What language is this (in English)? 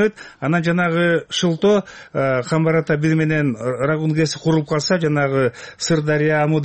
Kyrgyz